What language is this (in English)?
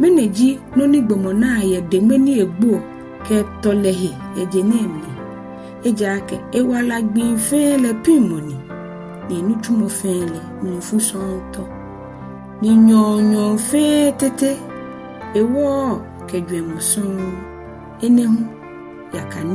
Ga